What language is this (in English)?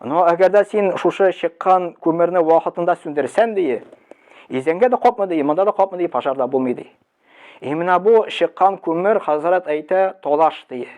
Tatar